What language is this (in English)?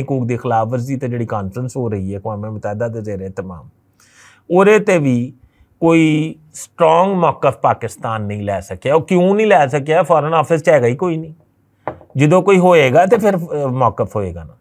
Western Panjabi